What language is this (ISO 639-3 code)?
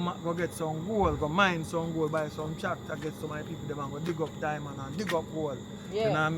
jam